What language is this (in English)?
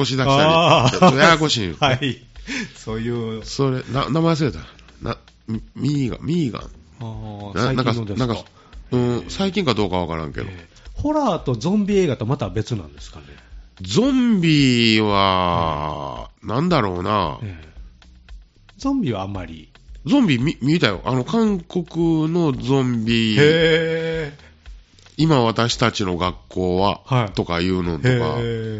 Japanese